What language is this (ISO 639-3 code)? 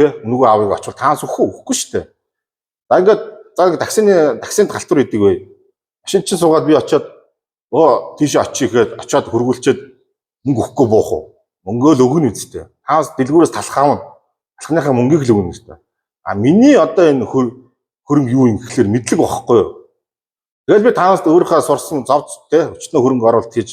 mon